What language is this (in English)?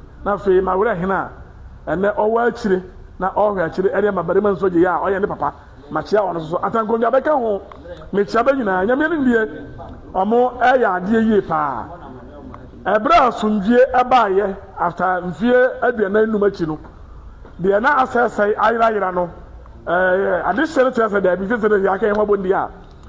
Akan